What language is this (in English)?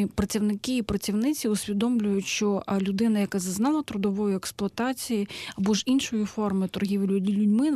Ukrainian